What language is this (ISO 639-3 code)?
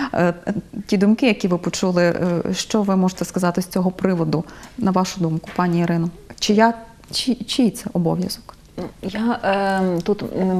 ukr